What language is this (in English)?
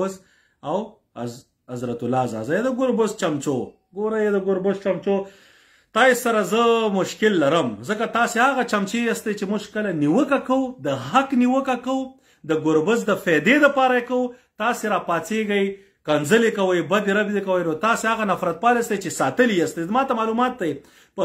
Pashto